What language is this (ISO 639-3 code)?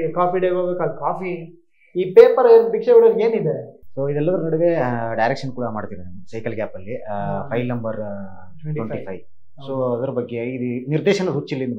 kan